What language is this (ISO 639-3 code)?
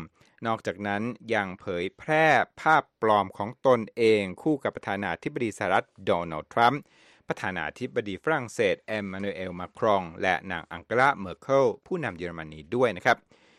tha